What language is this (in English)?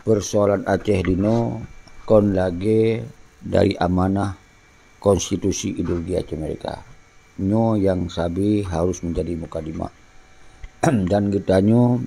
Achinese